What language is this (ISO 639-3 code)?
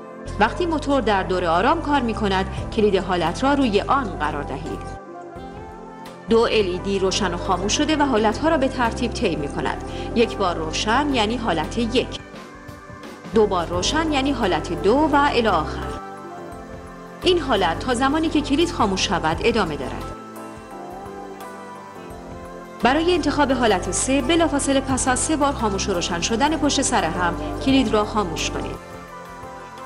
fas